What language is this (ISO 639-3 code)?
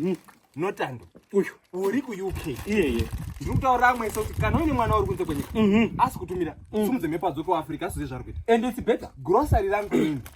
sna